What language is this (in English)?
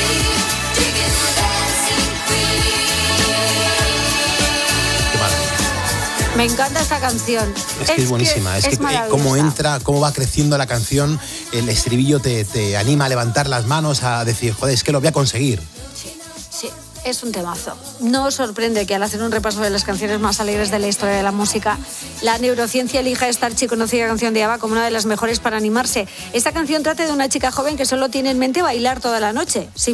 Spanish